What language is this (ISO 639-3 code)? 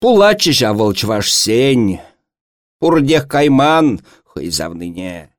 chv